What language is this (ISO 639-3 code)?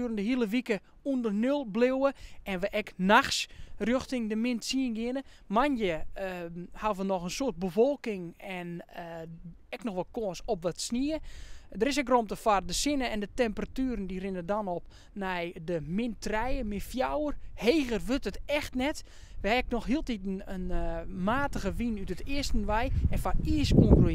fry